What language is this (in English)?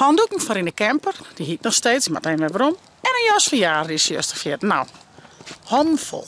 Western Frisian